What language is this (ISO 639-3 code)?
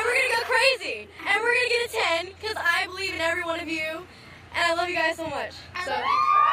eng